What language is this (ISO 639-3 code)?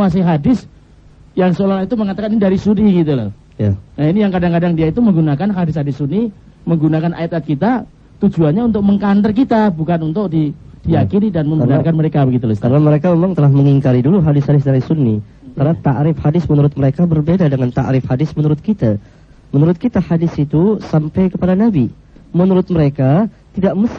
ind